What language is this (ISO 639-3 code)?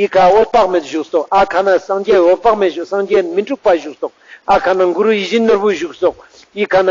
lbj